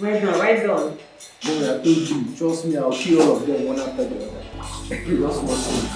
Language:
Nigerian Pidgin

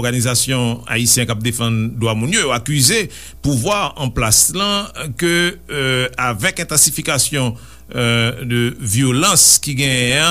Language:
Haitian Creole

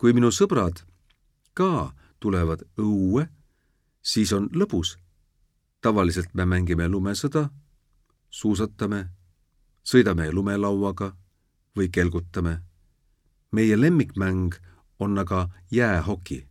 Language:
Estonian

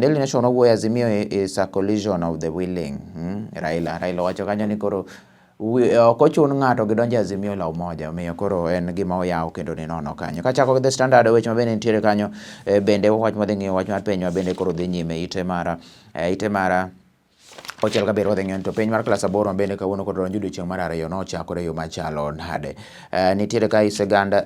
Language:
Luo (Kenya and Tanzania)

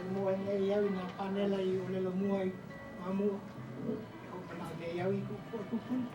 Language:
Hawaiian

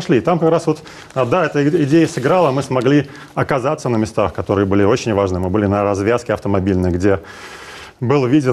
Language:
Russian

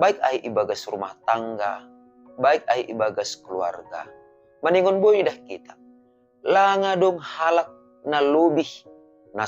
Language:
Batak Simalungun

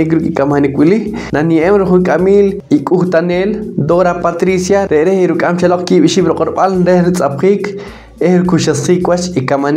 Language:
Poqomchi'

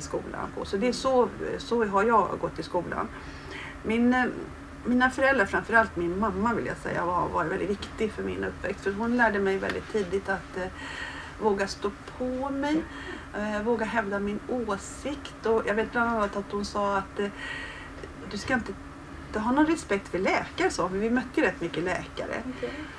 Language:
Swedish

